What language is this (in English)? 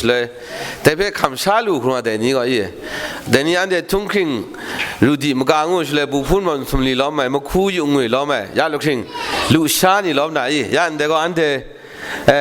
Kachin